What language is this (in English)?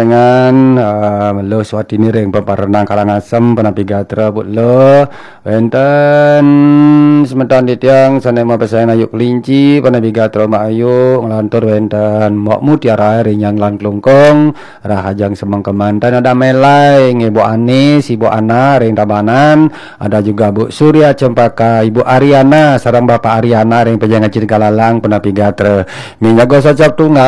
Balinese